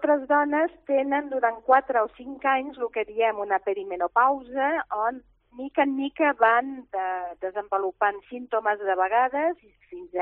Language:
Catalan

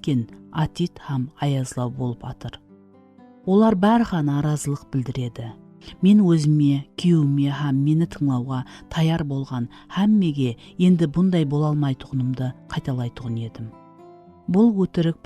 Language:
Kara-Kalpak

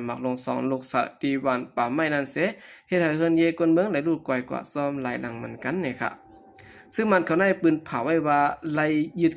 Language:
Shan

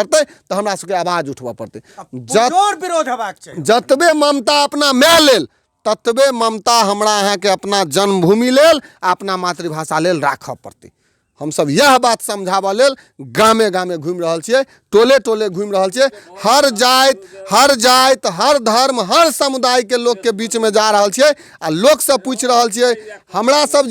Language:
Maithili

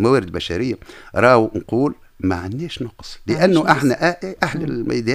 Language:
Tunisian Arabic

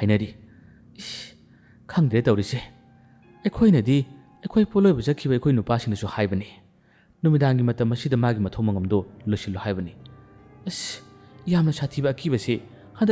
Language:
Manipuri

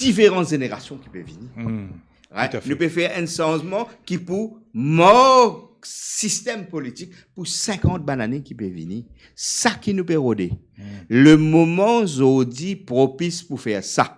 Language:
Morisyen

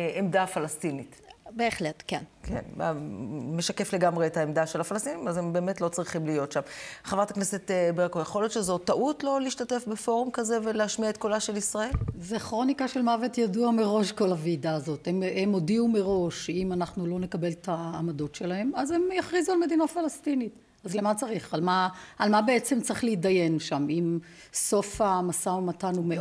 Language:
Hebrew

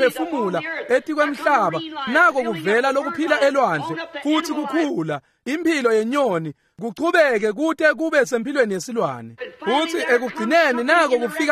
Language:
Swati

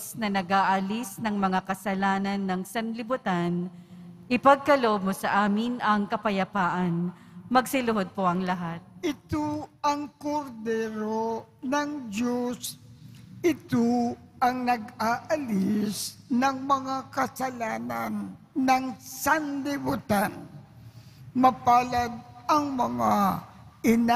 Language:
Filipino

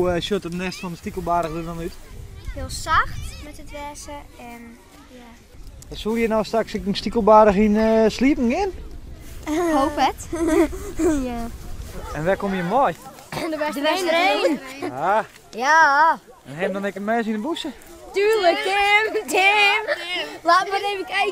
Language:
Western Frisian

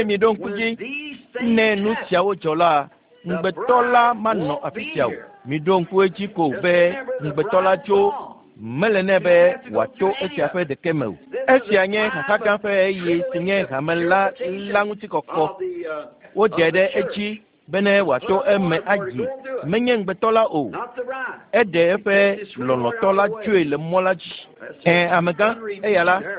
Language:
Ewe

